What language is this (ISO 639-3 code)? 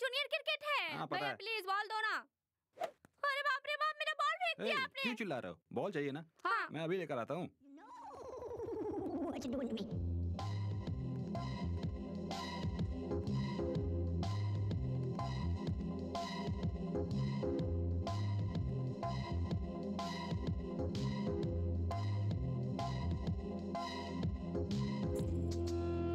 hin